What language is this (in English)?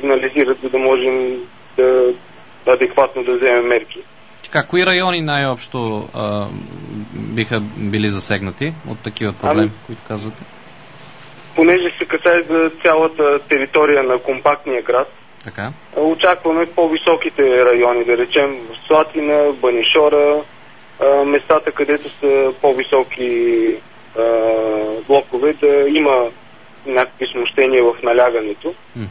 Bulgarian